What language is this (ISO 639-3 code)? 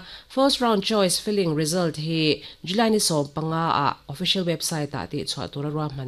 lus